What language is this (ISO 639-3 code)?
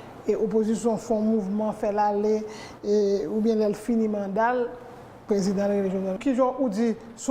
hat